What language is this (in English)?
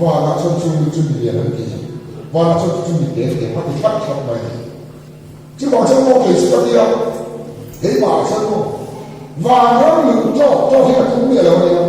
Mizo